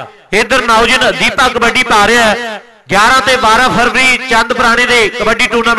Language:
Punjabi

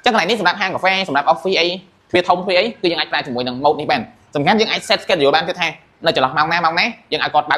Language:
Khmer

